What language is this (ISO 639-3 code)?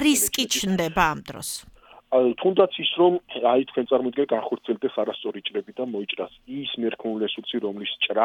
kat